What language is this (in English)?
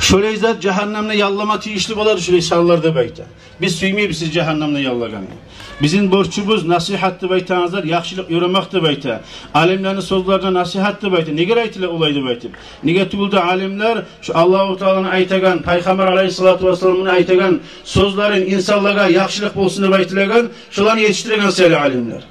Kumyk